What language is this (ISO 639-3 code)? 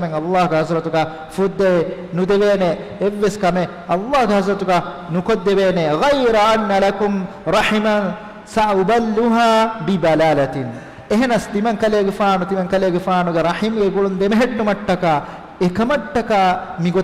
div